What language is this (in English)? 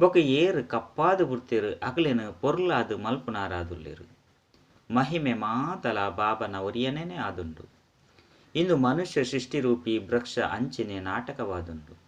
Tulu